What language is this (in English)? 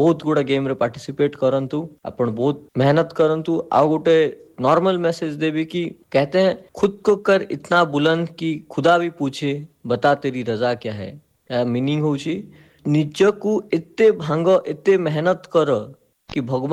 Odia